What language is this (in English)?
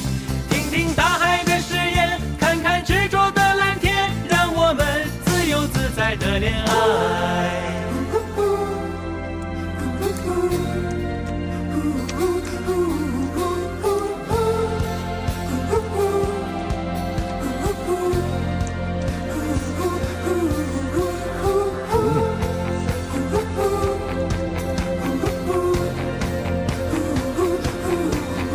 Chinese